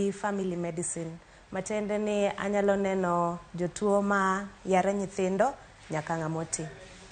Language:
Luo (Kenya and Tanzania)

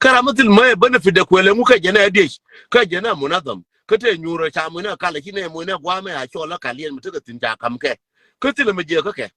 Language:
Nuer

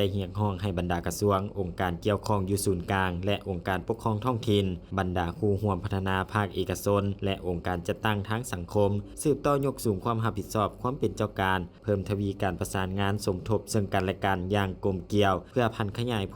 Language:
Lao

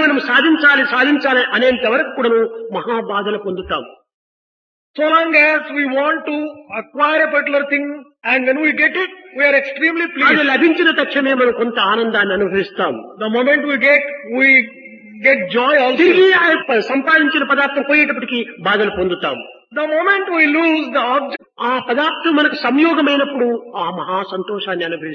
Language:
Telugu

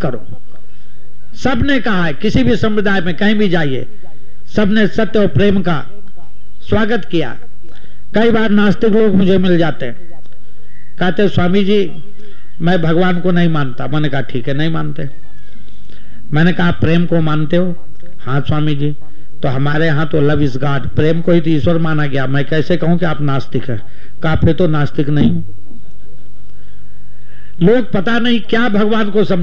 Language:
Hindi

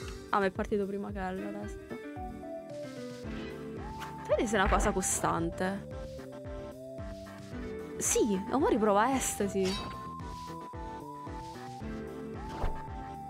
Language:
Italian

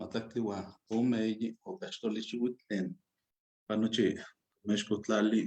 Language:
Eastern Huasteca Nahuatl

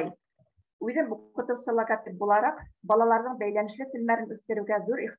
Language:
Bashkir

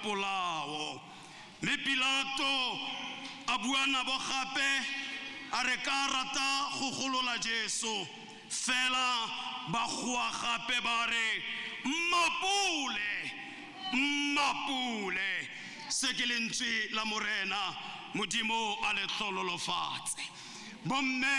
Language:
Tswana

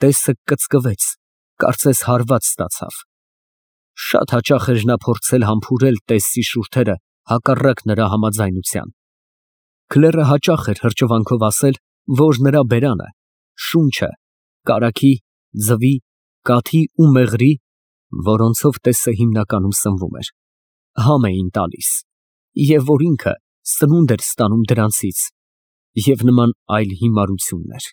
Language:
Armenian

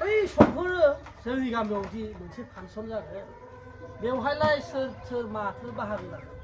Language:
Bodo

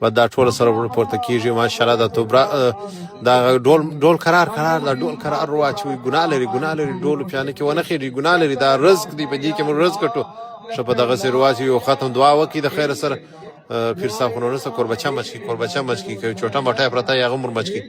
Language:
Pashto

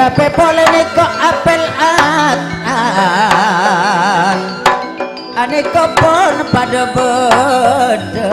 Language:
Madurese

